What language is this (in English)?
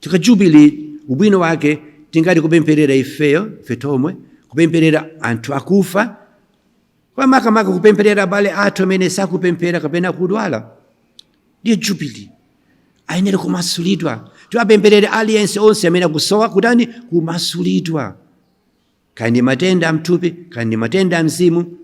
Nyanja